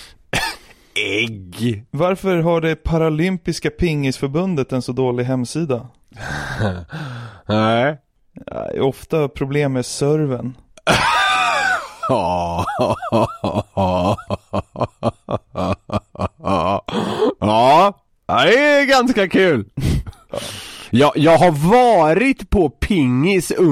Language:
Swedish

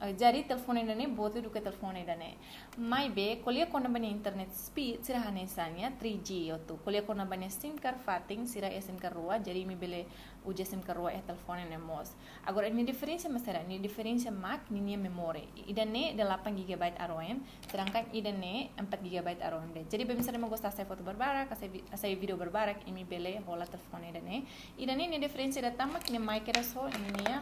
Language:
Tetum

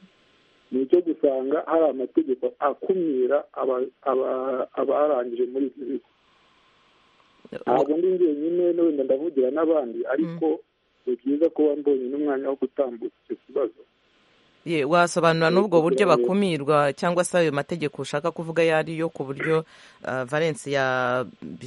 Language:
Kinyarwanda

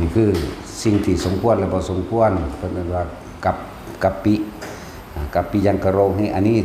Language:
Northeastern Thai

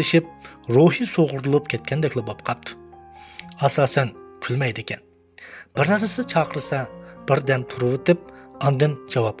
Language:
Uyghur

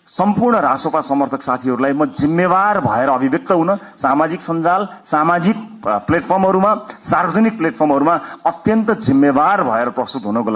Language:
Nepali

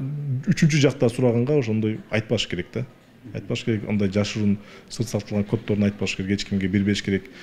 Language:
Kyrgyz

